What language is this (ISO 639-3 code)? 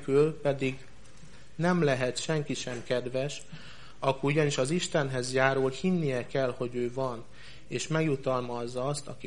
hun